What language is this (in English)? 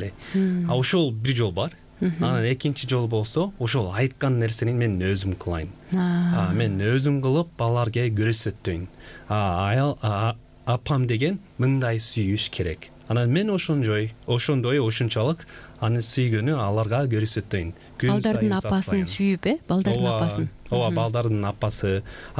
Kyrgyz